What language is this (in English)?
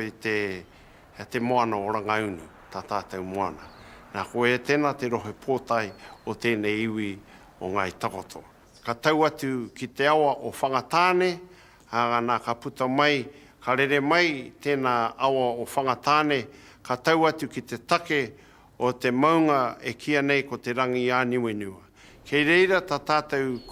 Māori